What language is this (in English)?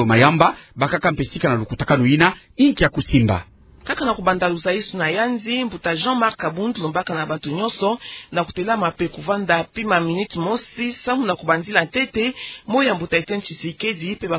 Kituba (Democratic Republic of Congo)